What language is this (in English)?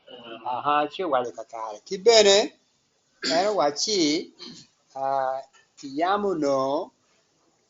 Acoli